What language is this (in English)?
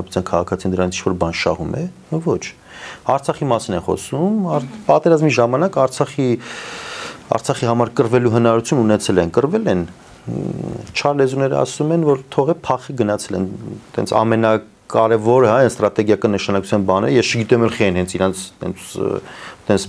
Armenian